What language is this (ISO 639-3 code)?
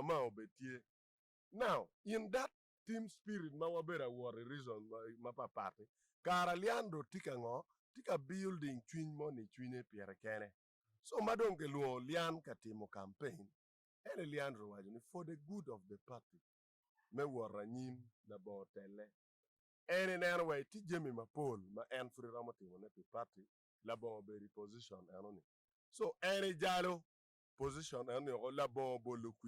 ach